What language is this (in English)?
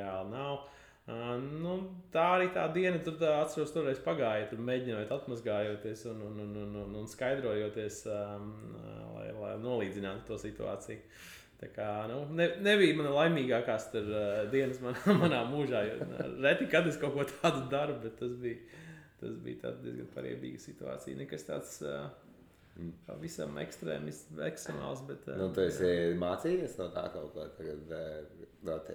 Latvian